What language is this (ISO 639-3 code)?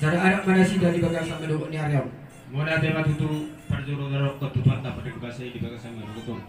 bbc